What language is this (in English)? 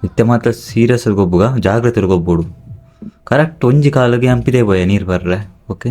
Tulu